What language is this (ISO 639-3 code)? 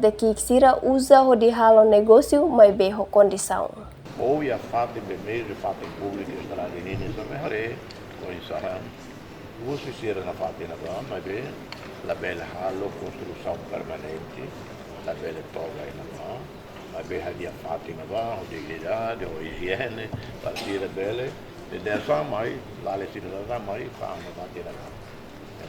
tet